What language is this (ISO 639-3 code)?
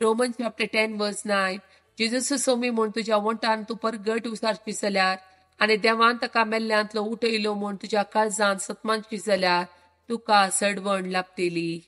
kok